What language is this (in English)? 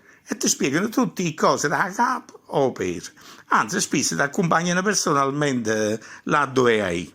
Neapolitan